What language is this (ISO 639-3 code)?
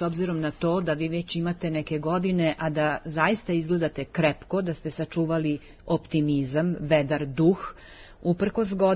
srp